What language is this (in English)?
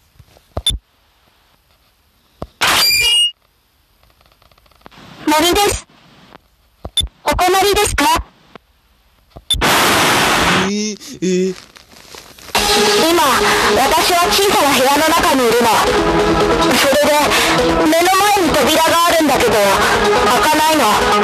Japanese